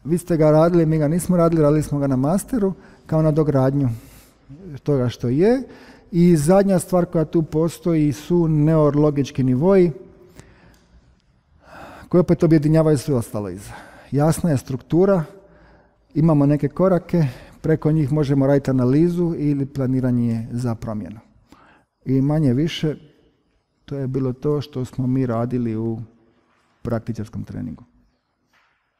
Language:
Croatian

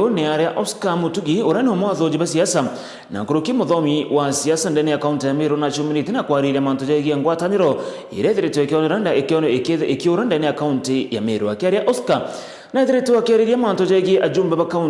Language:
Meru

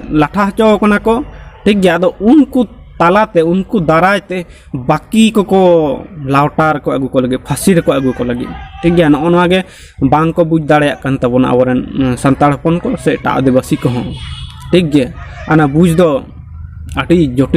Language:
Santali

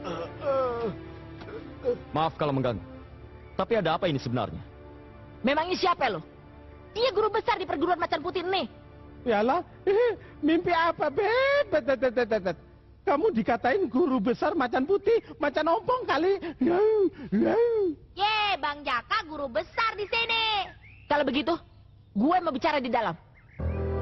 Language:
Indonesian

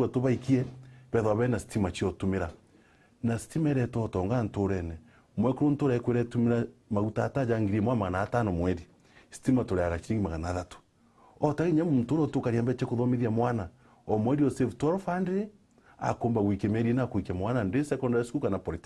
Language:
Meru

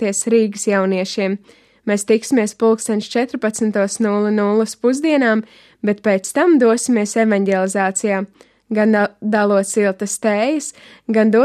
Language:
Latvian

